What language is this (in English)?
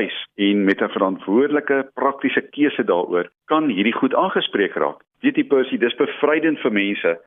Afrikaans